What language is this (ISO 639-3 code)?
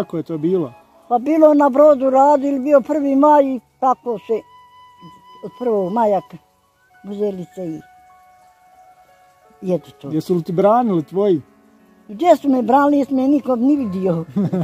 bos